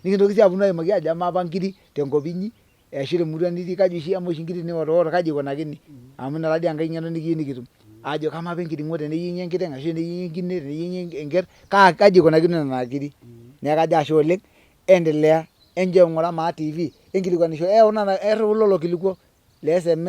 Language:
Masai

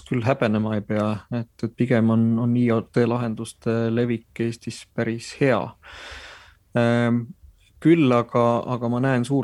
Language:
Estonian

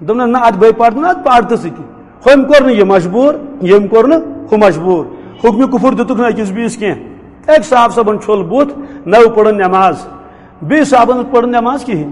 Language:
Kashmiri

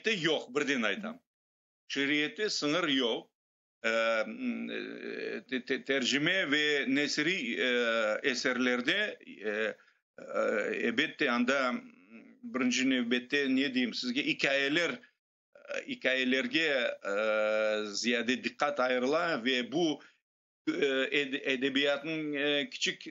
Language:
Crimean Tatar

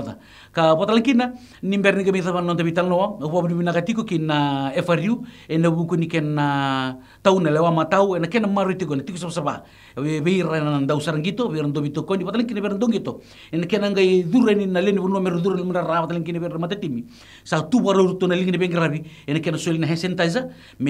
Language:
Fijian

